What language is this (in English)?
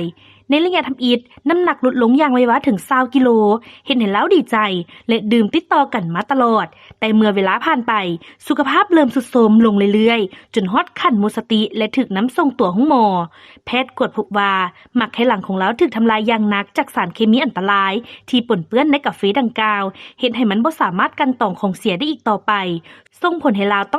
Lao